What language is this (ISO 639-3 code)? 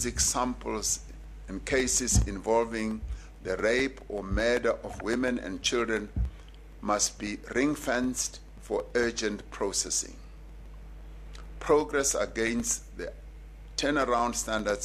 eng